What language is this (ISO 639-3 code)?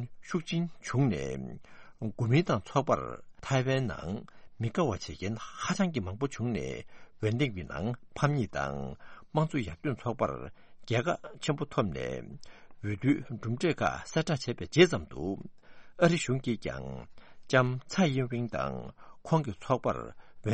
bod